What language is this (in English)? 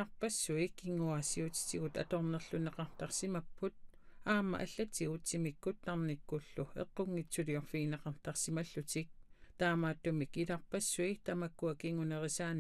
Kalaallisut